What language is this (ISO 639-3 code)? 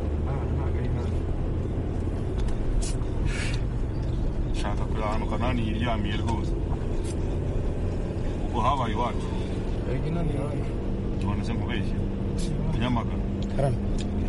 kin